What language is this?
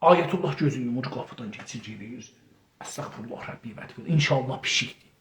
South Azerbaijani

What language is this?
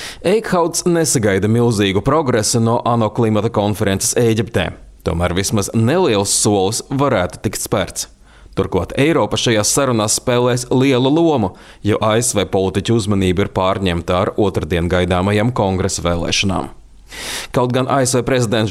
Latvian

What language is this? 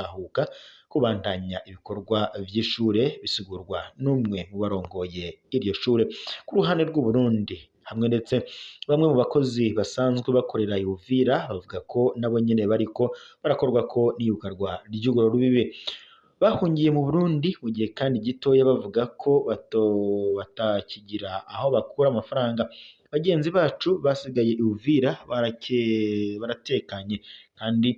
Rundi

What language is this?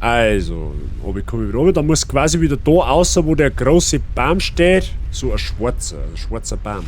Bavarian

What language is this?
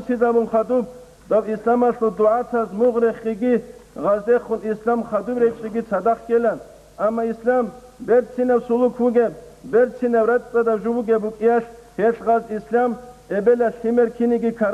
Avaric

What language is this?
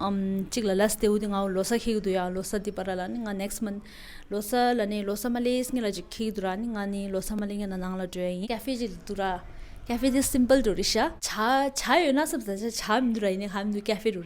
Tibetan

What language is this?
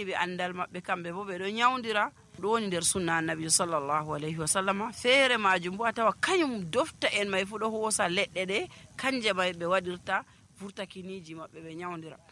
Nigerian Fulfulde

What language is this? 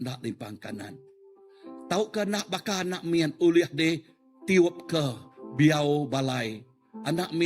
Iban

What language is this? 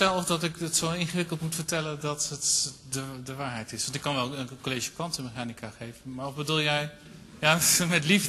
Dutch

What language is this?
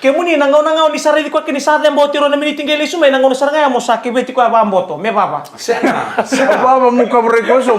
Fijian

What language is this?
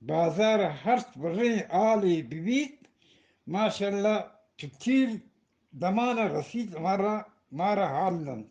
Eastern Balochi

